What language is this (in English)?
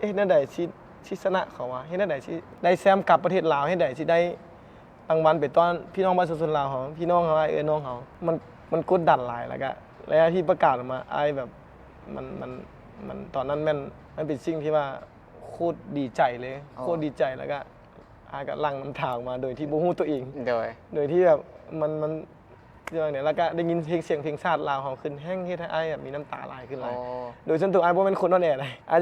Lao